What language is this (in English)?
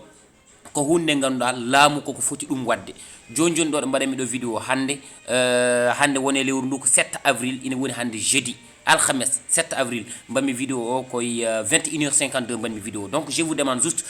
Fula